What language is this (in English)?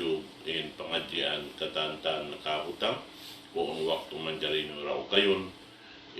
Tausug